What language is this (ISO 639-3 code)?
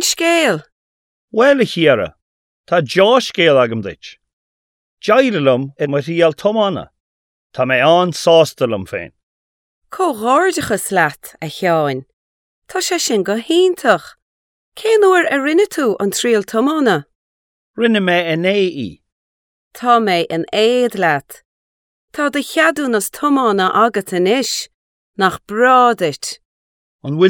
gle